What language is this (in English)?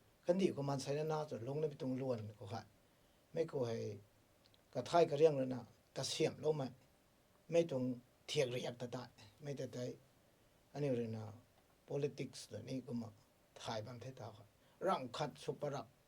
Rongmei Naga